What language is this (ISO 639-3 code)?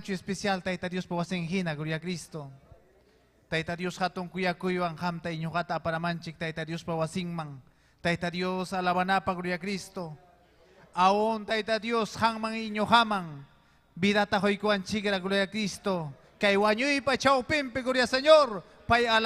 quy